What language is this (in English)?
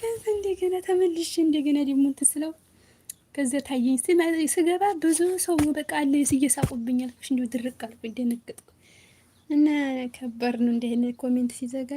Amharic